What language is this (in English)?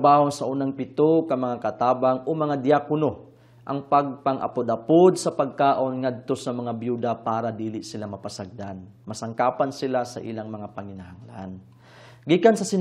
Cebuano